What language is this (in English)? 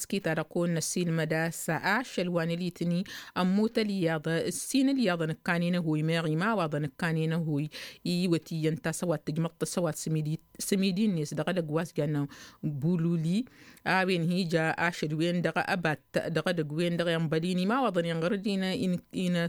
Tamasheq